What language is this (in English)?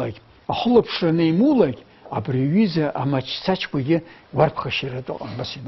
Abkhazian